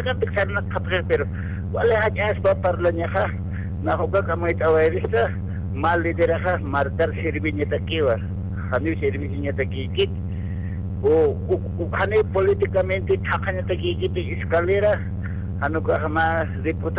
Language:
Aymara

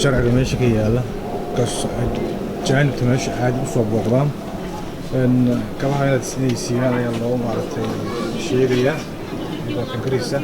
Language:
Somali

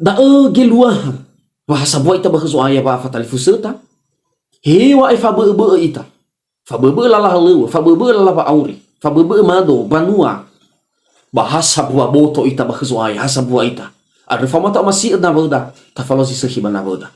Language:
Nias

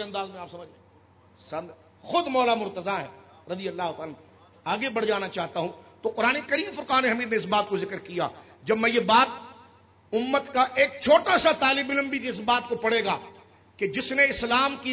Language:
Urdu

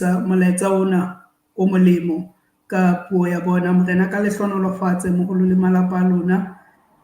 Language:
Southern Sotho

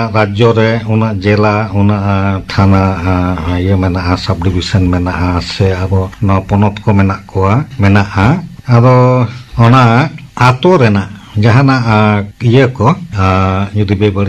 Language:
Santali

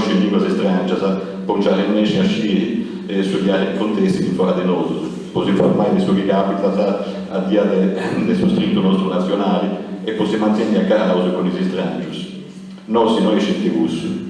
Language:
Sardinian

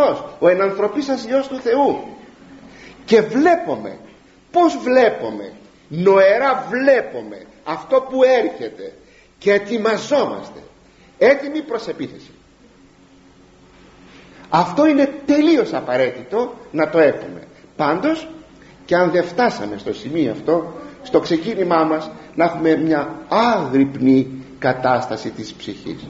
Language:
Greek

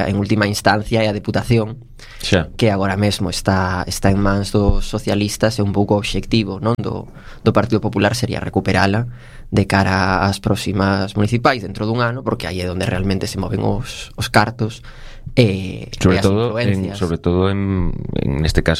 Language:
Galician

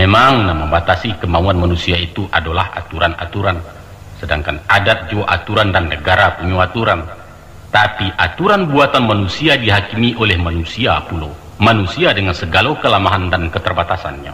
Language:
Minangkabau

